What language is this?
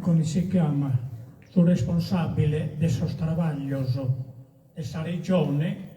Sardinian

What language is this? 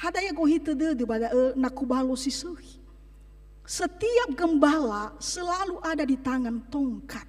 Nias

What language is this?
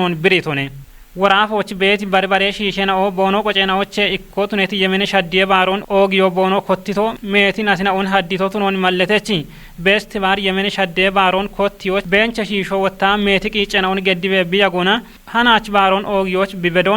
Kafa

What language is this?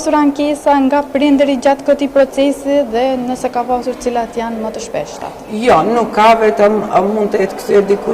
Albanian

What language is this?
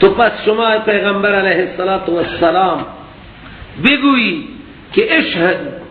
Persian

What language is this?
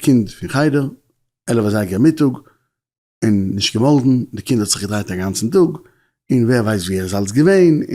Yiddish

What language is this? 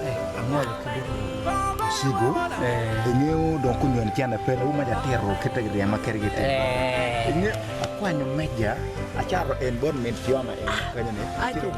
Acoli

